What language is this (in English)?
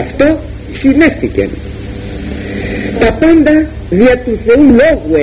Greek